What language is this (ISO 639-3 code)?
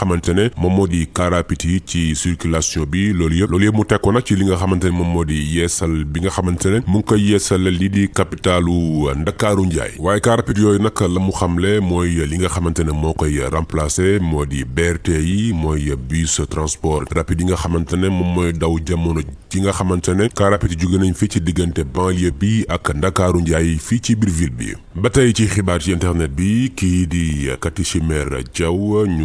wol